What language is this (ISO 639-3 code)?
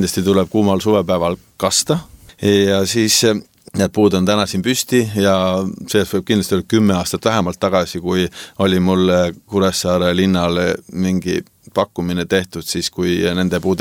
est